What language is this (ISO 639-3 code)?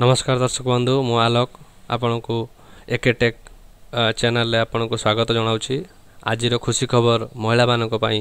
ori